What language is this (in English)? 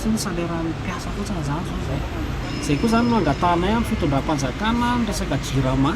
Malagasy